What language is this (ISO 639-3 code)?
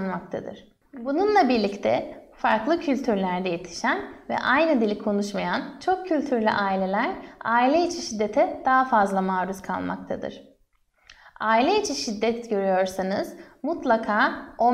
tur